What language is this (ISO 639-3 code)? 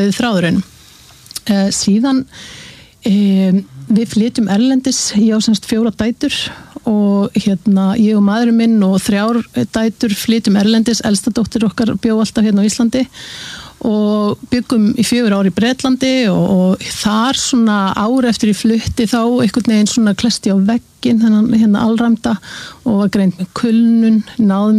isl